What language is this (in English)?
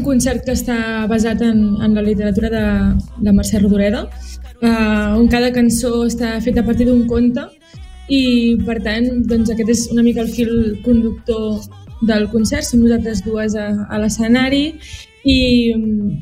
Catalan